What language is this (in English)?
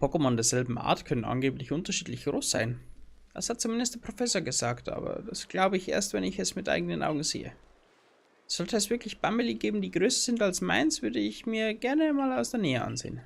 Bavarian